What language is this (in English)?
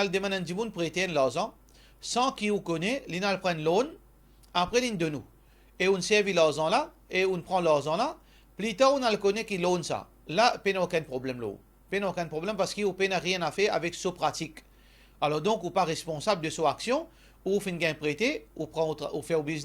Morisyen